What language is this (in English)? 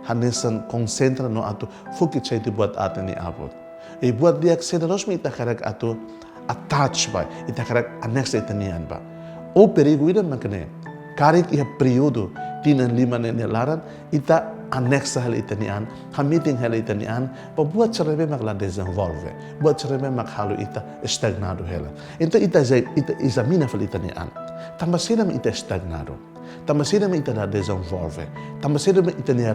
Tetum